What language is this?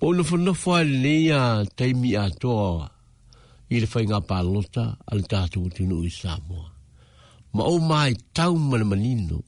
Samoan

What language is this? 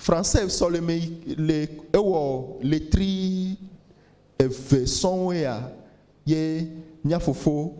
Ewe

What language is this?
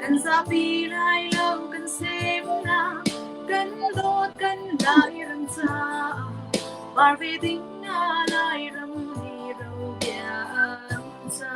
Hakha Chin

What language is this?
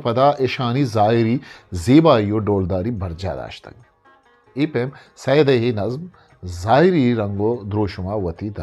Eastern Balochi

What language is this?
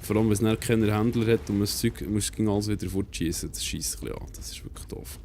Swiss German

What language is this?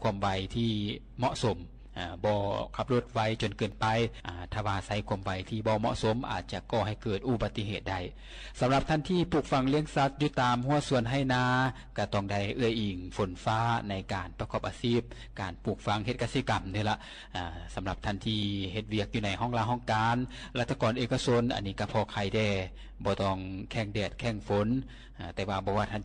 Lao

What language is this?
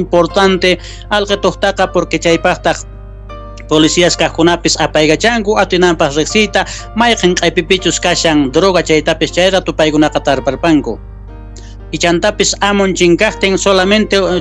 South Bolivian Quechua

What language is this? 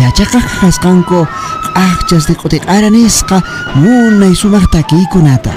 Quechua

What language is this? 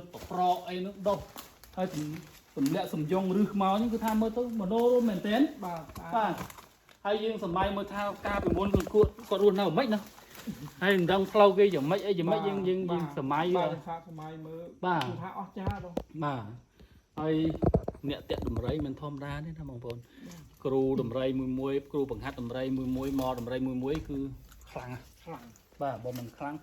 Khmer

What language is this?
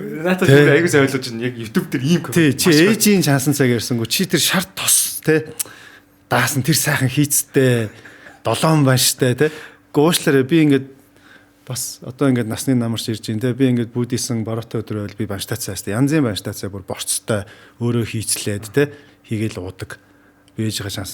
Mongolian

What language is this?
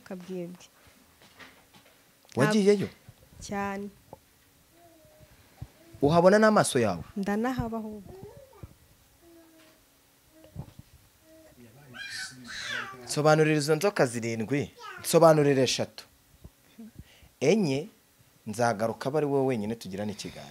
Kinyarwanda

